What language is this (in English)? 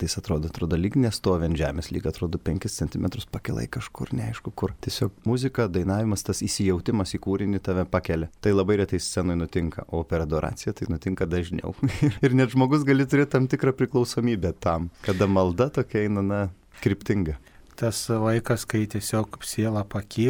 Lithuanian